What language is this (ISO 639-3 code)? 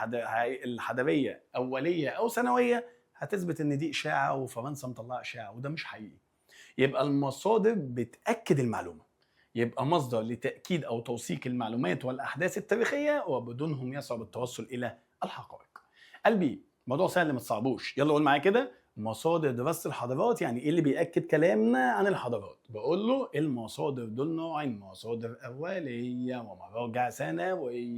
arz